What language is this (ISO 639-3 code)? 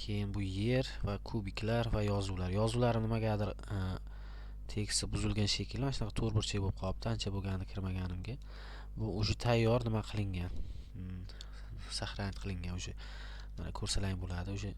uzb